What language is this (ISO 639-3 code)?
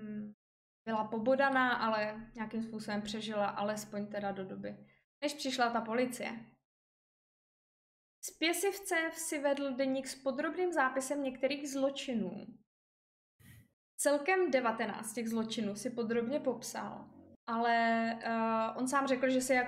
ces